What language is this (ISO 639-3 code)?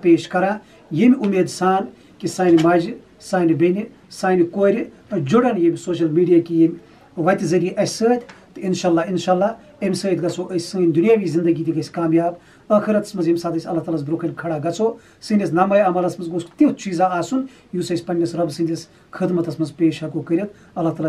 kas